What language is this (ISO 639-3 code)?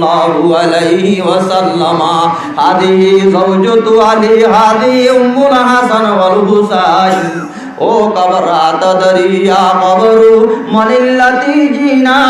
rhg